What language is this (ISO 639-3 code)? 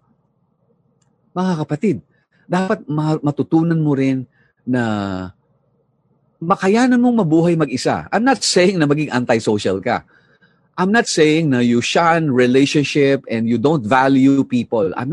fil